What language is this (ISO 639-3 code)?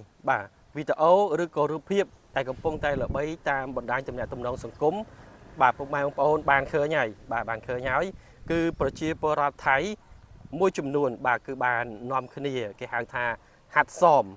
khm